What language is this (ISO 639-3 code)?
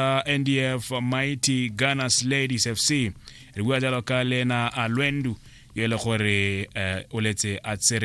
tsn